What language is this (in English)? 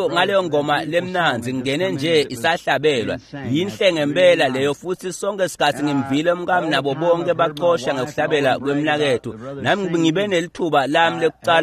Swati